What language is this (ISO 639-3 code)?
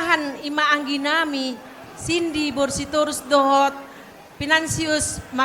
bbc